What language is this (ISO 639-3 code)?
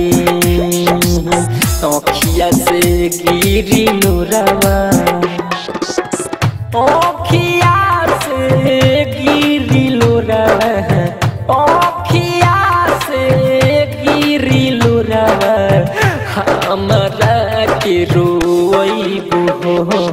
bho